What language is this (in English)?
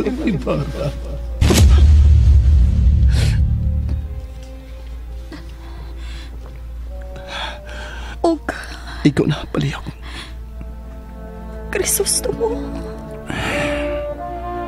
Cebuano